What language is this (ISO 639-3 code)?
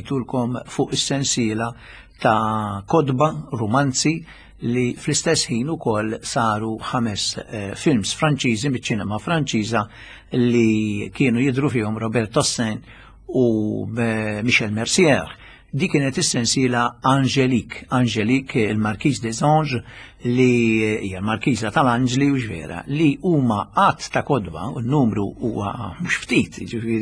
mlt